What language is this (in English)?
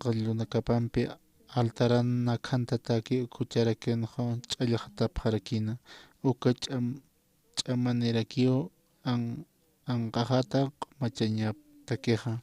Aymara